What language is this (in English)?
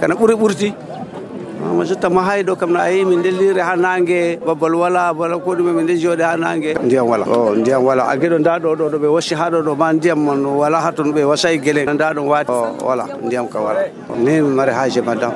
Nigerian Fulfulde